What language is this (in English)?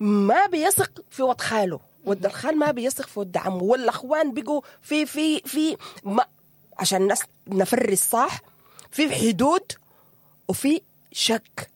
Sudanese Arabic